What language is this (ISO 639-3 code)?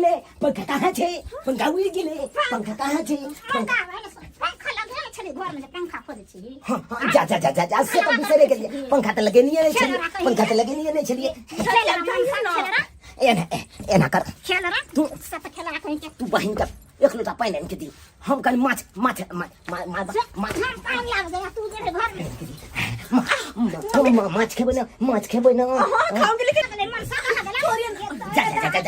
mai